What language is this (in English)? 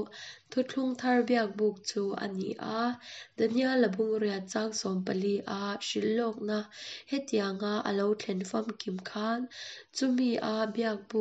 Hakha Chin